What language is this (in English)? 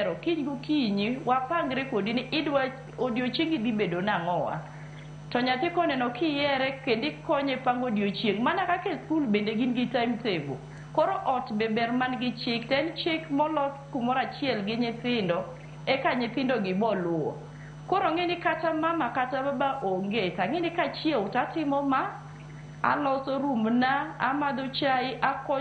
Luo (Kenya and Tanzania)